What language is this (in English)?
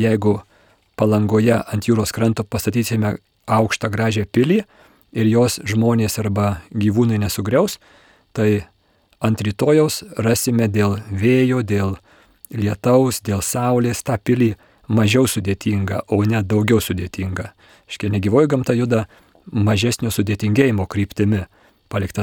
Lithuanian